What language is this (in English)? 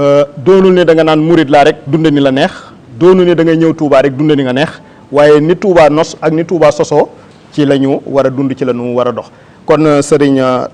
Wolof